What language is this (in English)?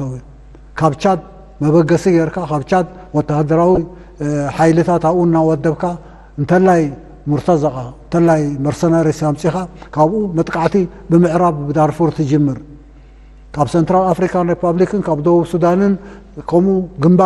Tigrinya